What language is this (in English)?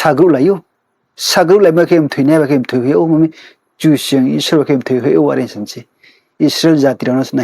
Riang (India)